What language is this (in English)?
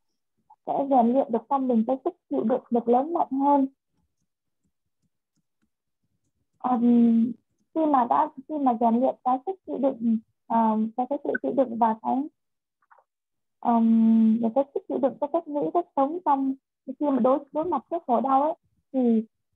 Vietnamese